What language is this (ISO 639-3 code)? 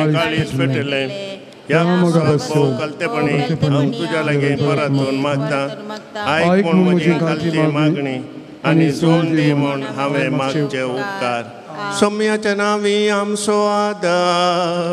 kok